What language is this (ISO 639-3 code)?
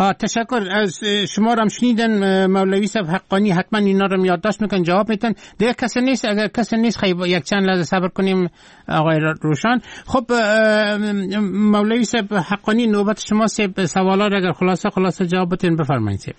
fas